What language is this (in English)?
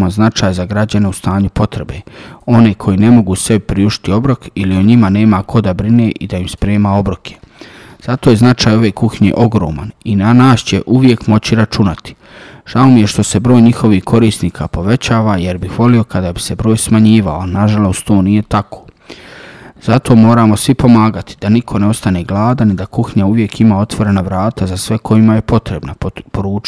Bosnian